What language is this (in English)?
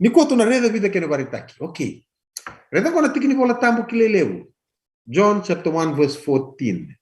Fijian